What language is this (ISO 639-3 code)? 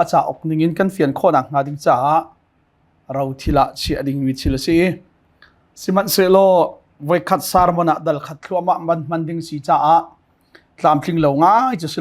cnh